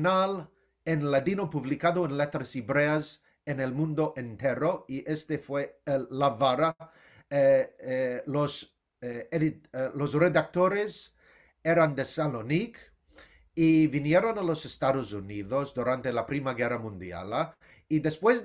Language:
Ladino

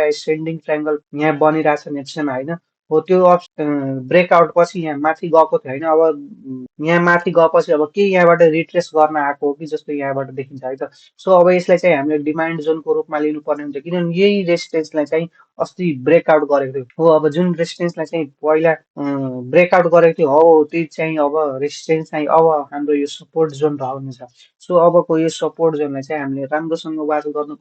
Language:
Nepali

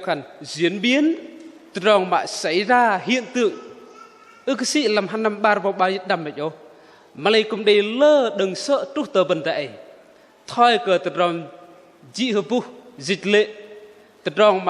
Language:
Bahnar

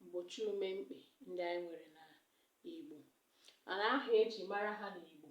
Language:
Igbo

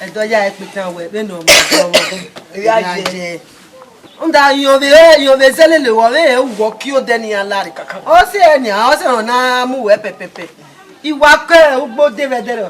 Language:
Bini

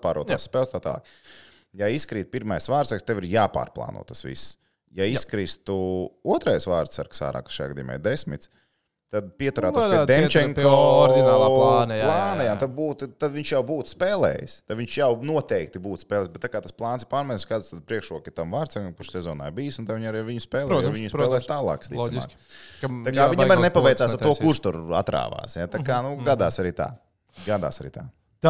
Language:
Latvian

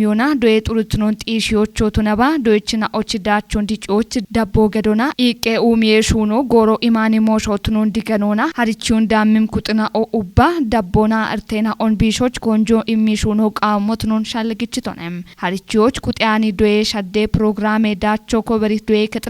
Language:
Kafa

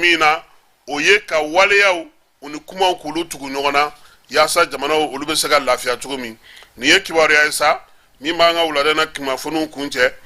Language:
Bambara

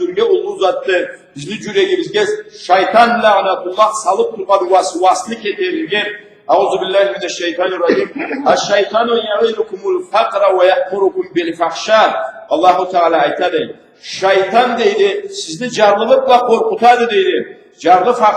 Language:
Karachay-Balkar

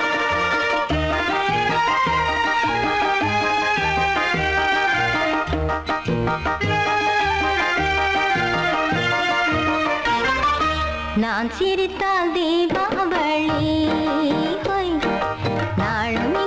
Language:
Tamil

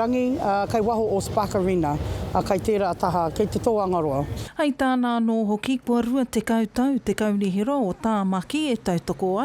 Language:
Māori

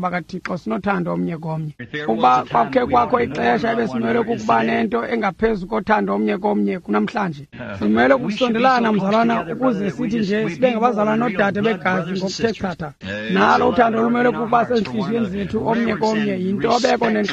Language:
Xhosa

